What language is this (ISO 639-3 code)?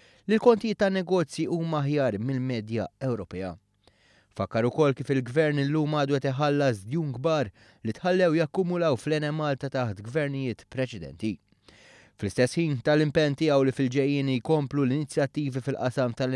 mlt